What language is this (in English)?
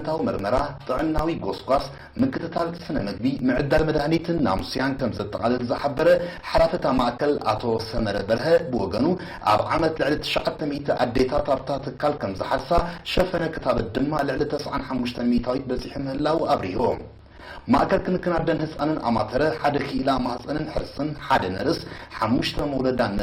Tigrinya